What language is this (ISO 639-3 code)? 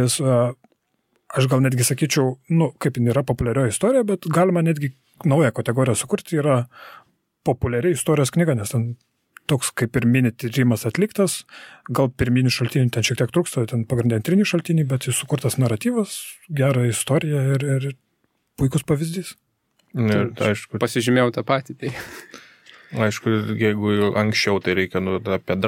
lit